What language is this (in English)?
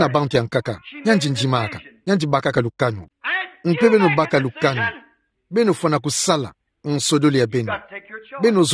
Kituba (Democratic Republic of Congo)